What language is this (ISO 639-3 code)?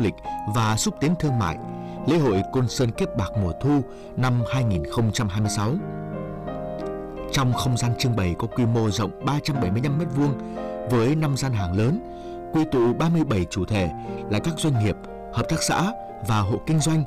vie